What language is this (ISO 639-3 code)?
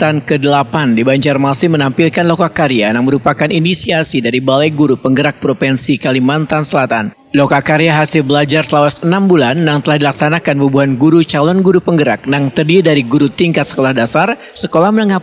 bjn